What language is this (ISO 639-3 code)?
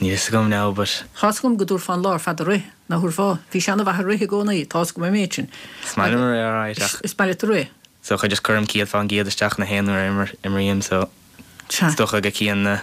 gle